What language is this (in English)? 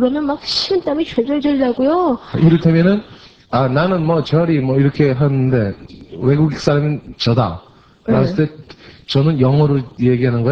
Korean